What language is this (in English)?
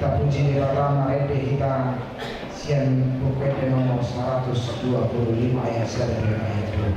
Batak Toba